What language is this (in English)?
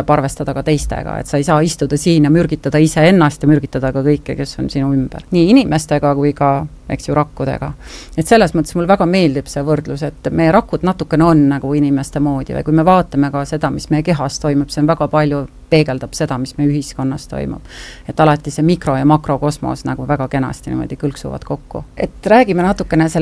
Estonian